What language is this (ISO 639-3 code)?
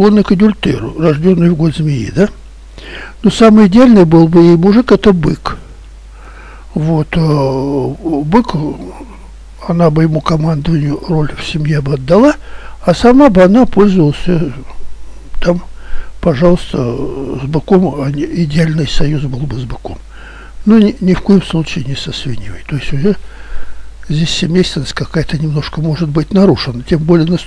rus